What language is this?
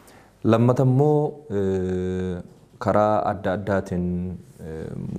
Oromo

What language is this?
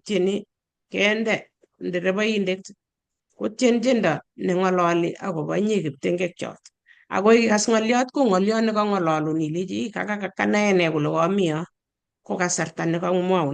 Kalenjin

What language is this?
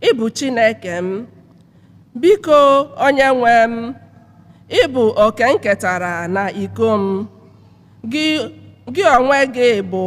Igbo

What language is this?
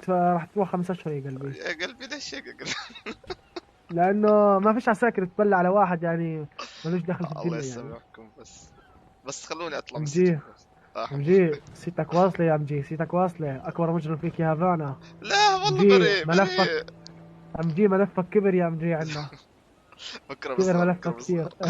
North Levantine Arabic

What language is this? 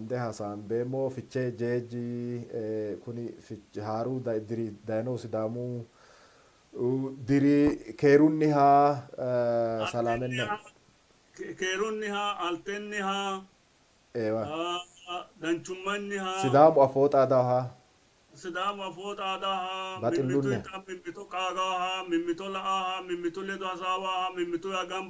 Sidamo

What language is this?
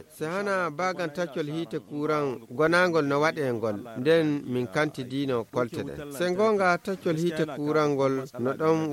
Nigerian Fulfulde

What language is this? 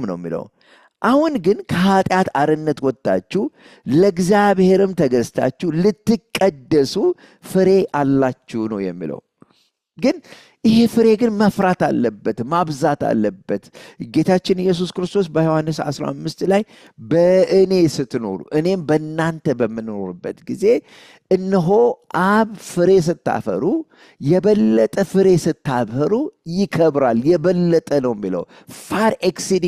Amharic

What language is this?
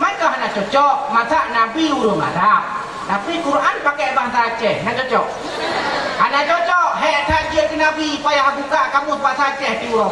Achinese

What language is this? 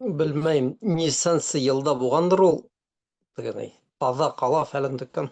Bashkir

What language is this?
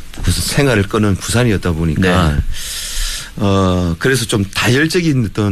Korean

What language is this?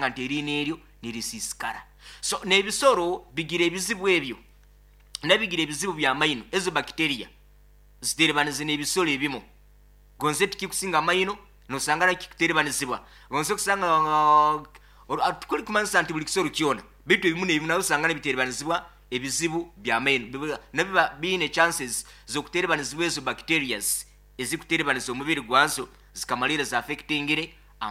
Nyoro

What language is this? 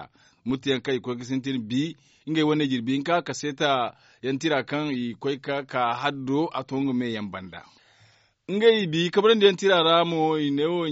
Zarma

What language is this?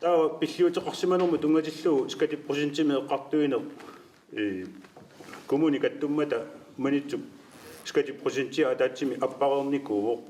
Kalaallisut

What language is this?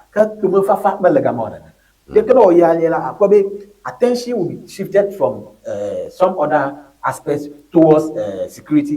Ewe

